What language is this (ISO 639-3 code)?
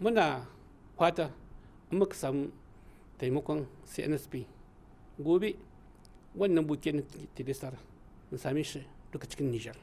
hau